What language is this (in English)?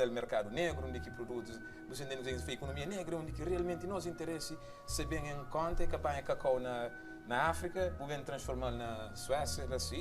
Kabuverdianu